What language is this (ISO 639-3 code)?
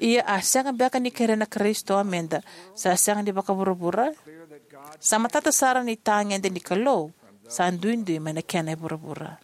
fij